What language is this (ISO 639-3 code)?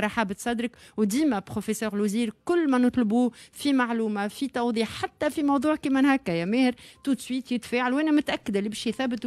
aeb